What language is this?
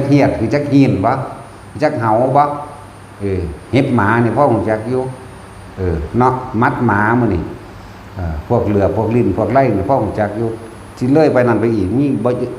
Northeastern Thai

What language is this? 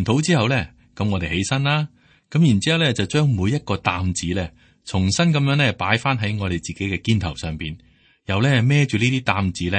Cantonese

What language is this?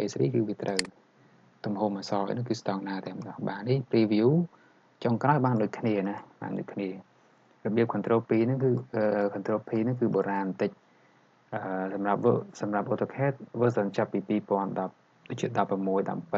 Khmer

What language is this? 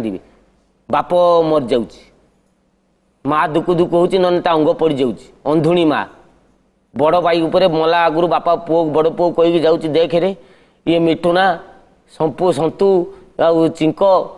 Odia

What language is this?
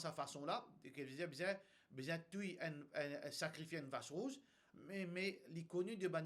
Morisyen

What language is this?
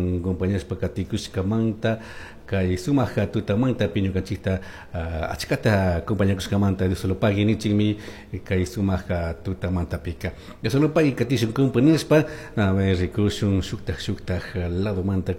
Chimborazo Highland Quichua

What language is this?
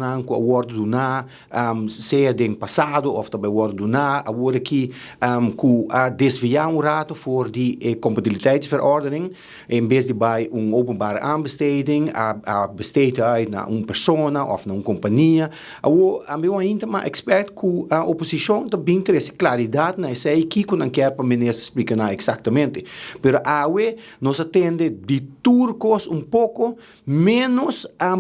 Papiamento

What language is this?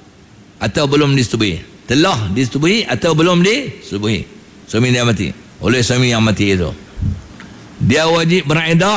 Malay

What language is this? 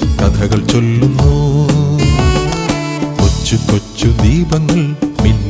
Malayalam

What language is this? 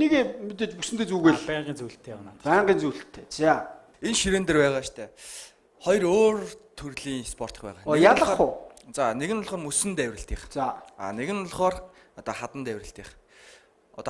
Mongolian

